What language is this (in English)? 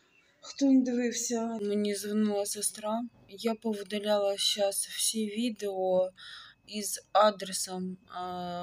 Ukrainian